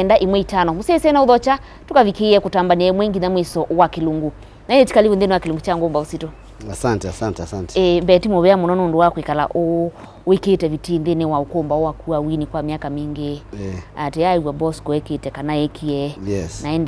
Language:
Kamba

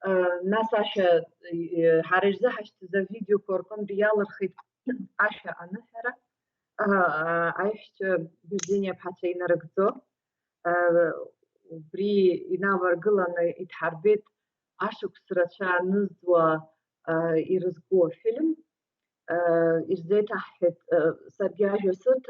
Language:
Abkhazian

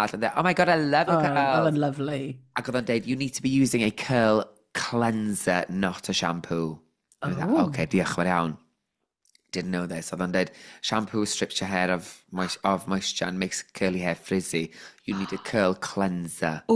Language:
Welsh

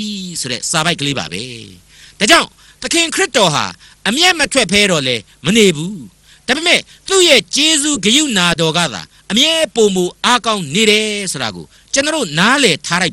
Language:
Burmese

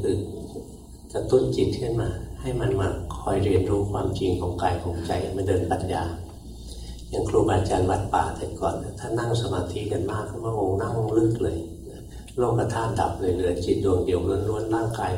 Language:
Thai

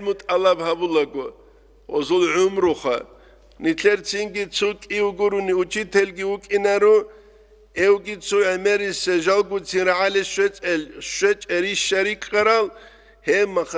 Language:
Avaric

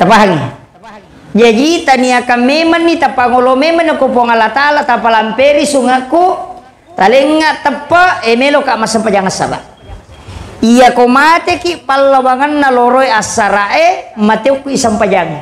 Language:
Buginese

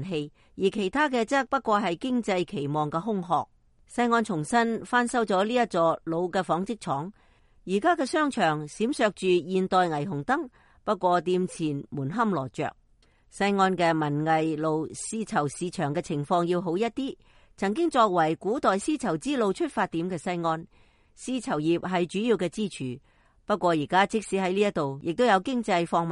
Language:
Cantonese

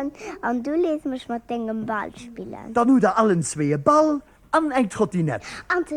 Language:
Luxembourgish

